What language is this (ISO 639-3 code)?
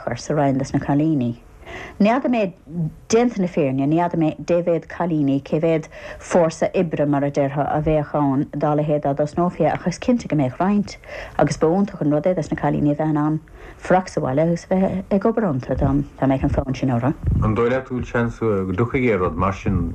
gle